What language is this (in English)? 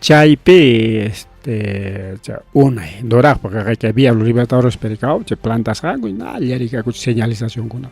Ayacucho Quechua